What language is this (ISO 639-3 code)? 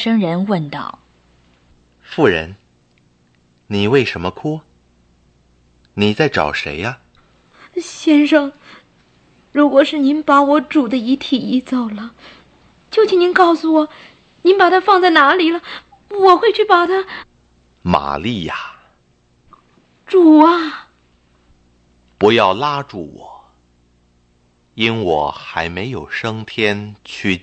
zho